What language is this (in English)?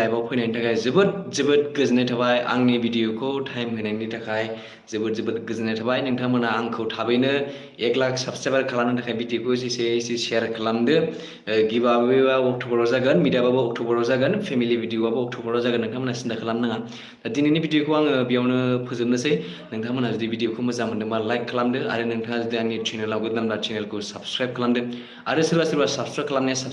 Bodo